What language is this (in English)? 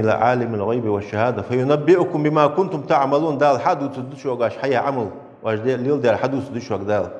Ingush